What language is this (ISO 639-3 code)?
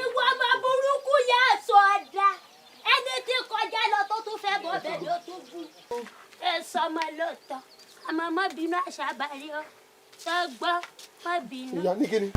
yor